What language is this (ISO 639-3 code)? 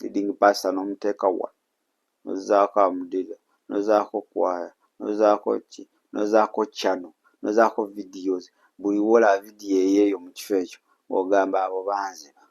lug